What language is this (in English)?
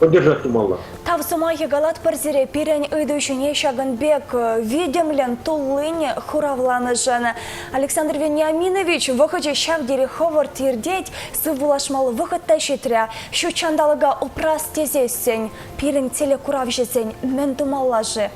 Chuvash